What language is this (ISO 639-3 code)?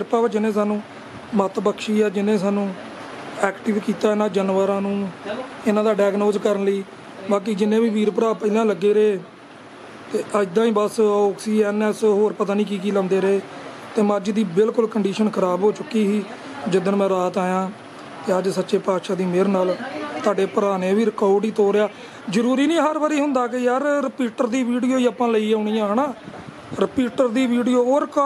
pan